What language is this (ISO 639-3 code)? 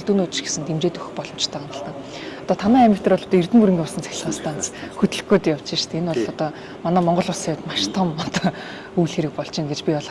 mon